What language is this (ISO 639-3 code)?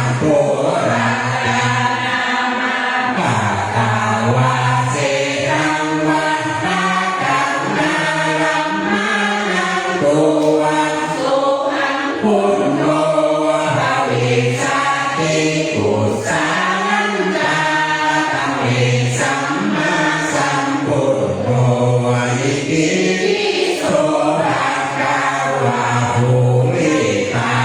pli